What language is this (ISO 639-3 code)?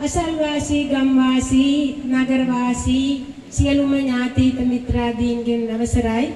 sin